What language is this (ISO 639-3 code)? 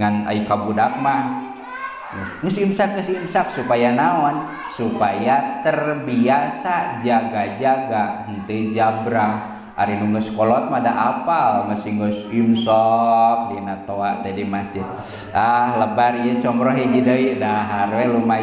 sun